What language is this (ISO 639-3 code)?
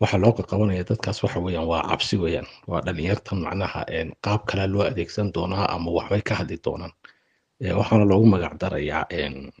som